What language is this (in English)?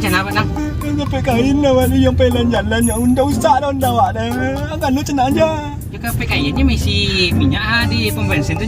Minangkabau